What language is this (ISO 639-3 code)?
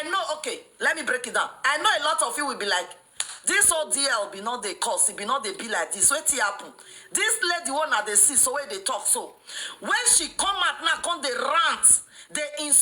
pcm